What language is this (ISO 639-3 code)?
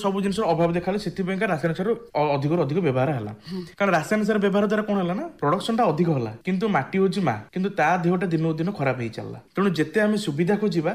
ori